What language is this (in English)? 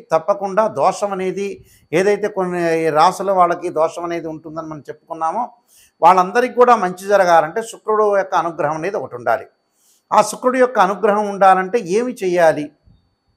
Telugu